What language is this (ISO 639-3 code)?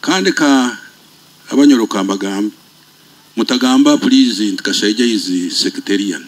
nyo